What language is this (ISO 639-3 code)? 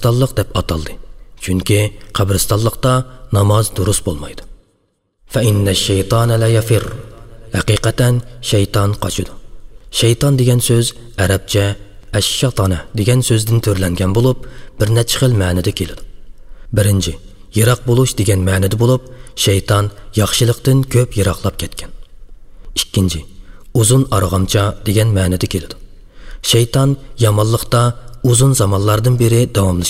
uig